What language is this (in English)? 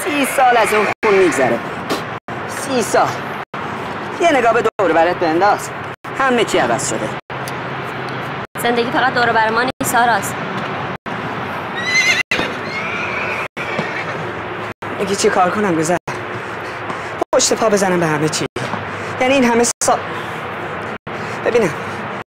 Persian